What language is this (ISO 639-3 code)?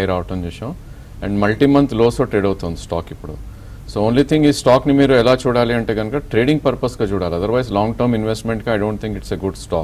tel